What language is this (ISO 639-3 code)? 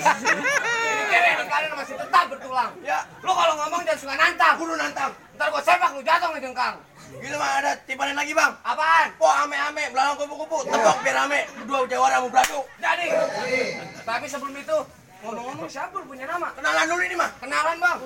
bew